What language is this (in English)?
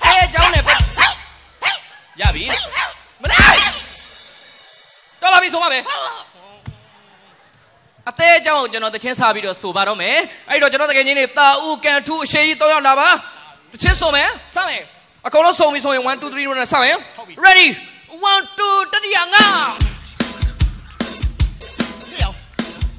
Burmese